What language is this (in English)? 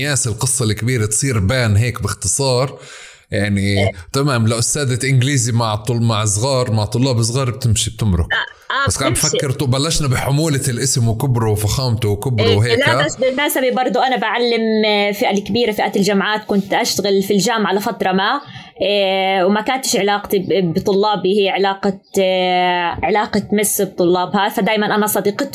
North Levantine Arabic